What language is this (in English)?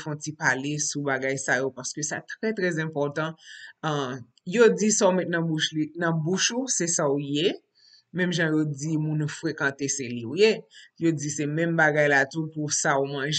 Haitian Creole